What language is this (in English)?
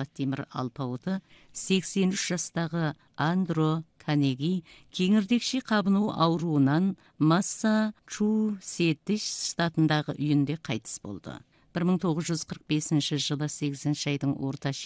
Kazakh